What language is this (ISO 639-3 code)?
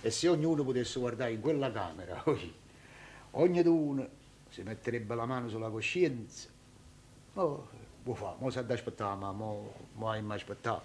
nap